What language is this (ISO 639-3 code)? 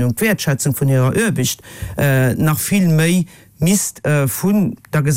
ltz